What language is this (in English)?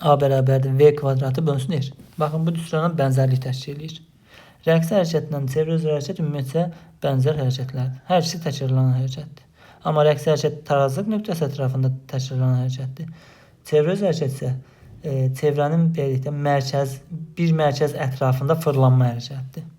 Azerbaijani